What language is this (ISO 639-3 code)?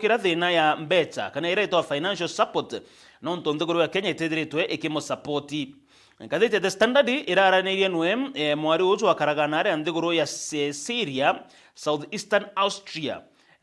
mer